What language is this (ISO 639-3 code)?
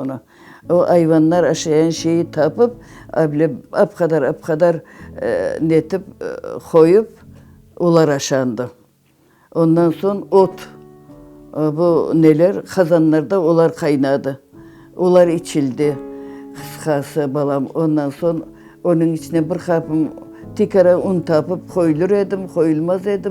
crh